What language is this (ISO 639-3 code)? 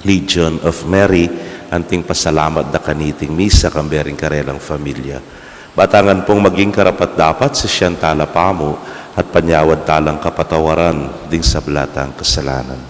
pam